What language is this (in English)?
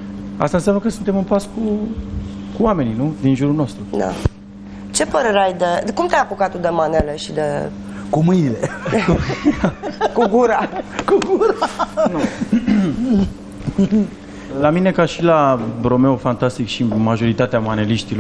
Romanian